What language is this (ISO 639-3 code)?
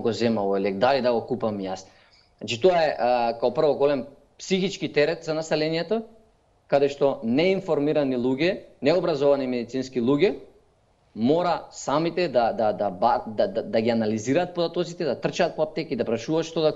mkd